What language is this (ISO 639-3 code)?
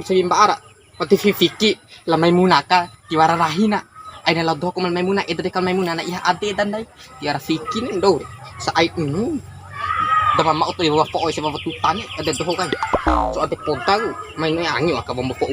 bhp